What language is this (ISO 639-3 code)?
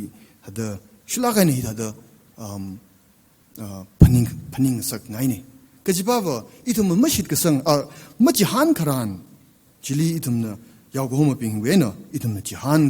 nmf